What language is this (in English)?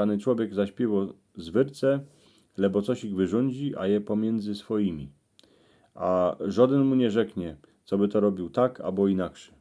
Silesian